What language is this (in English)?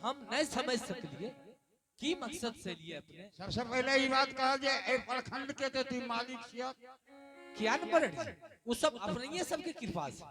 Angika